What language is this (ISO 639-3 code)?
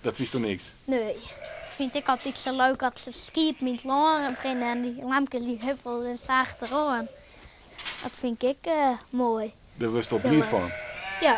fry